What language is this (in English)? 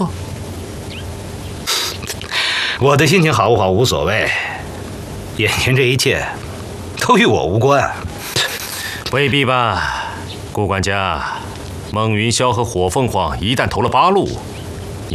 Chinese